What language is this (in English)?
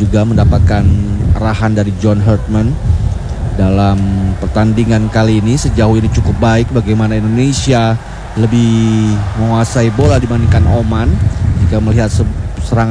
Indonesian